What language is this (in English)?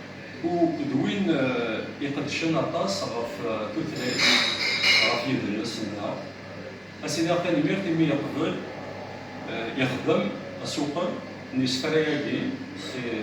Kabyle